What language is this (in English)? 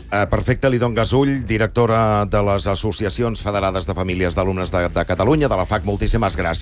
Catalan